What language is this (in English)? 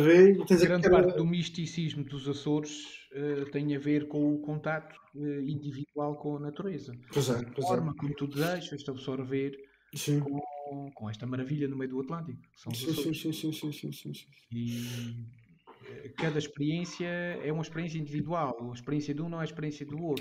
Portuguese